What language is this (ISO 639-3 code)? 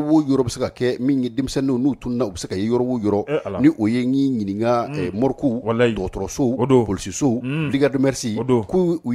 bam